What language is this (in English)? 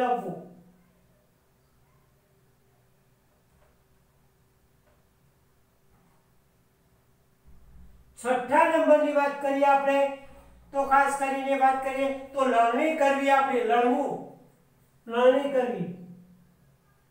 Gujarati